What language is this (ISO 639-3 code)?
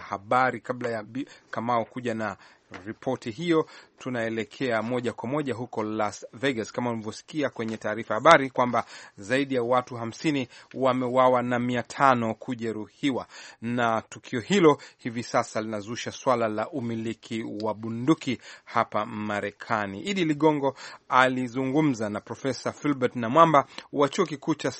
swa